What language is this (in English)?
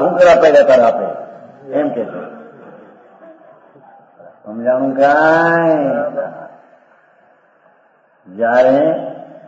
Gujarati